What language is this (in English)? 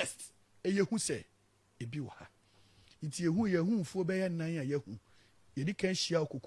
Akan